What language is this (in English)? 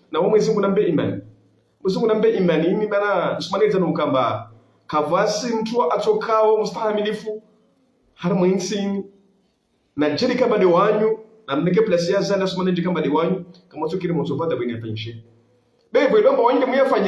Ngazidja Comorian